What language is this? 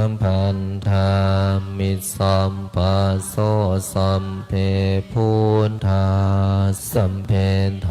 Pali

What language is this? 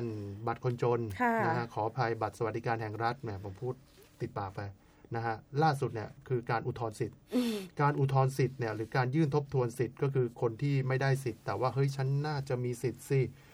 Thai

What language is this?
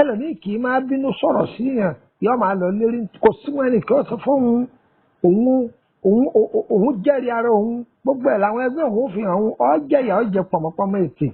Yoruba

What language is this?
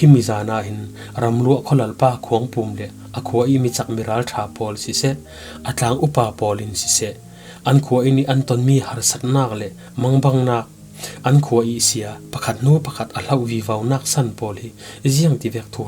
Falam Chin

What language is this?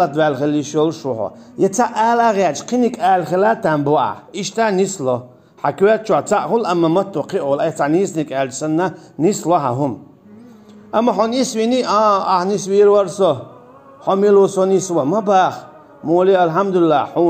Chechen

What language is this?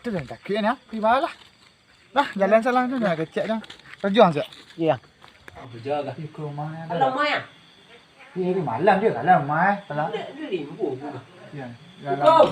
Minangkabau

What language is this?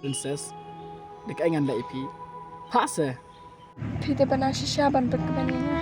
Khasi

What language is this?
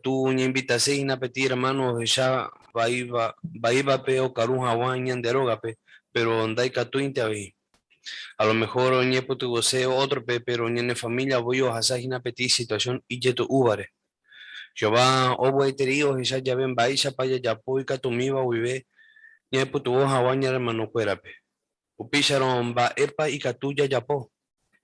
Guarani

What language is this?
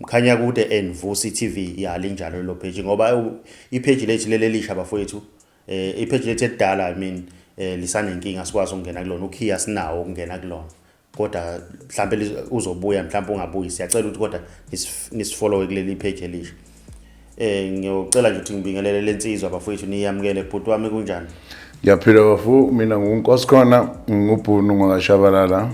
Zulu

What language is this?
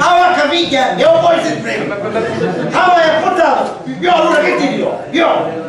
Sicilian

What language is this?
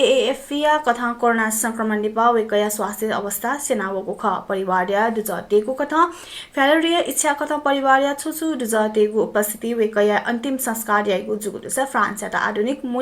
Newari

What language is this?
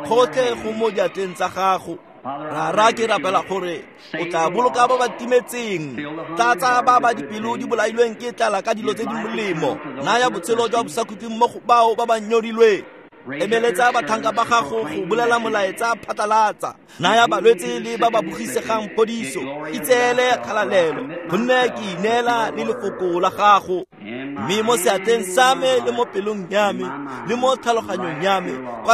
Tswana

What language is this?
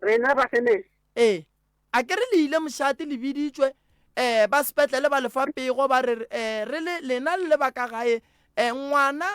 Northern Sotho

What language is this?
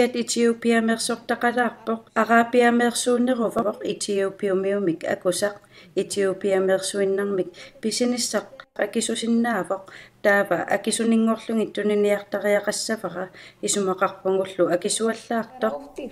Kalaallisut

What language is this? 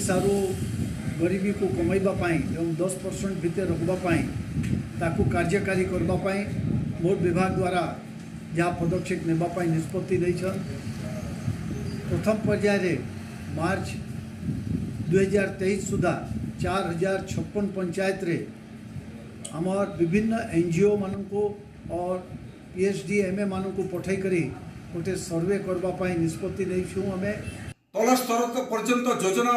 Odia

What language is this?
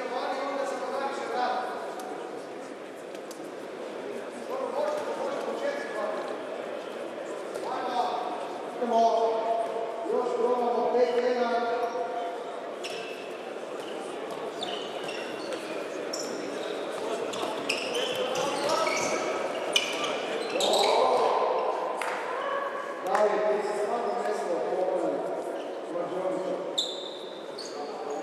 Croatian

